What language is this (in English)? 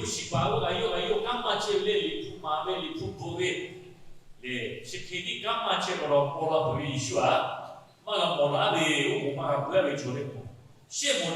Lahu